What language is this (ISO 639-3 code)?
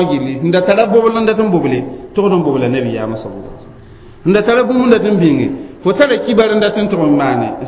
mos